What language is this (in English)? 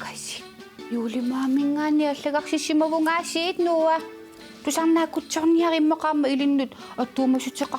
Kalaallisut